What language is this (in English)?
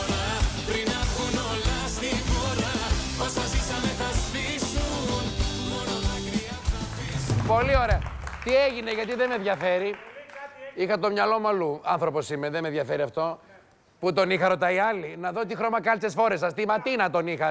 Greek